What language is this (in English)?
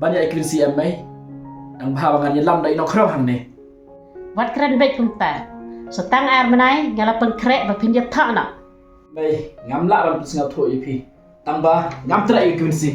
Khasi